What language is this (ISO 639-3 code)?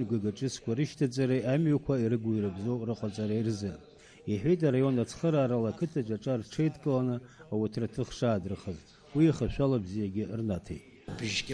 abk